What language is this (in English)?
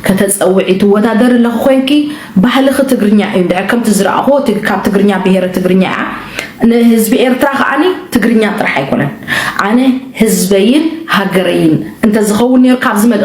Tigrinya